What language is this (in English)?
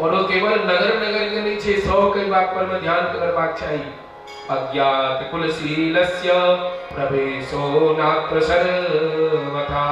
Maithili